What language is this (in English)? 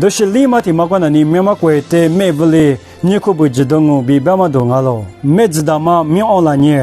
Lisu